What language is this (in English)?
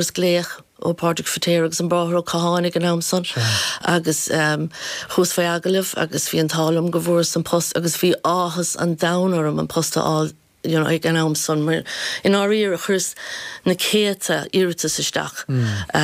Irish